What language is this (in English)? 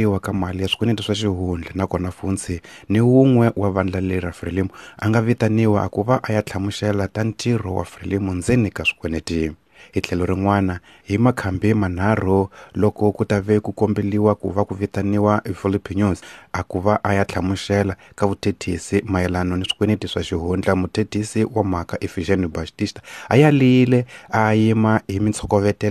Tsonga